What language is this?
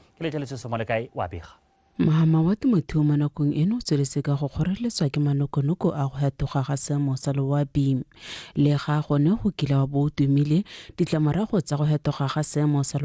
Tswana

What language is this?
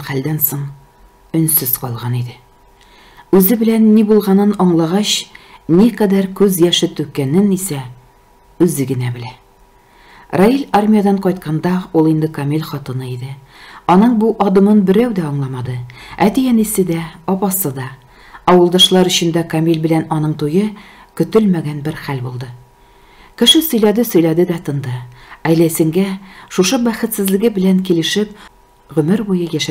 Tatar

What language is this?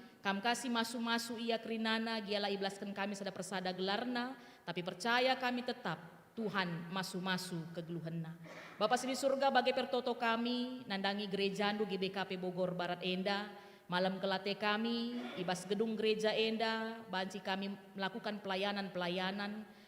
Batak Karo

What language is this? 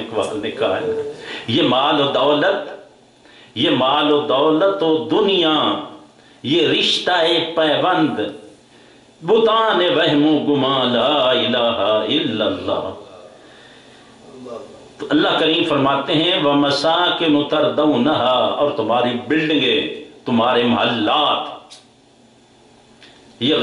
Urdu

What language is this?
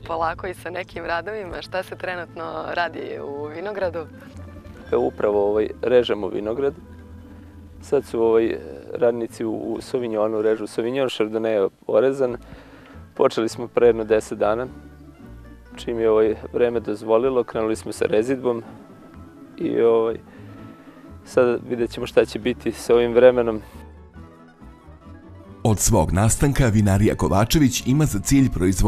Serbian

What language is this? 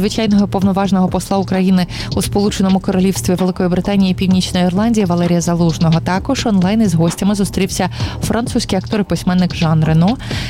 Ukrainian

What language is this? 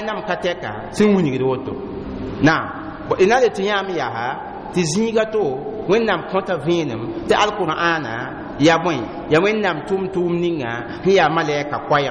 Mossi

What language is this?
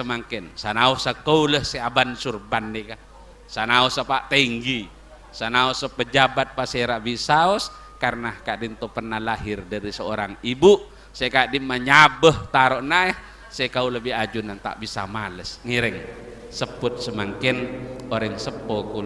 Madurese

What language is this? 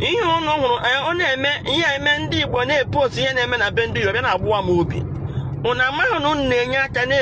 Igbo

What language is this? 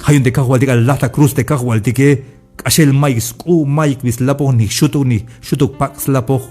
Tzeltal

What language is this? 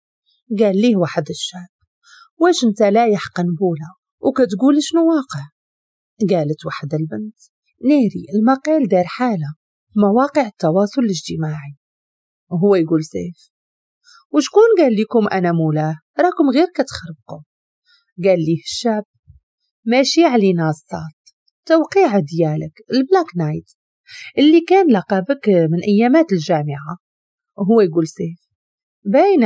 Moroccan Arabic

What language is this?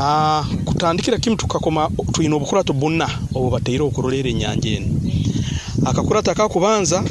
Nyoro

